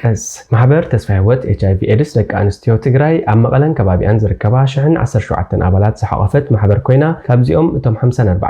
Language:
Tigrinya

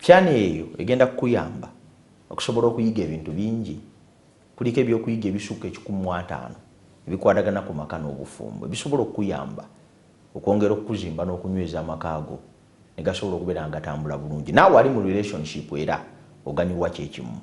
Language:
Ganda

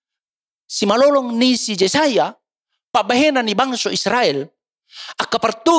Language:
Batak Toba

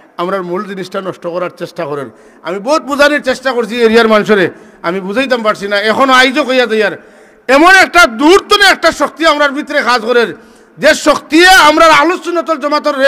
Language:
Sylheti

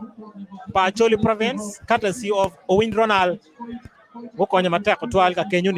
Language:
Acoli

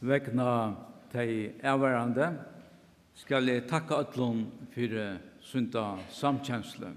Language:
Faroese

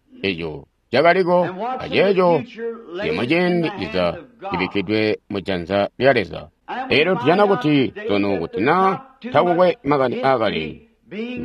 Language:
Tonga (Zambia)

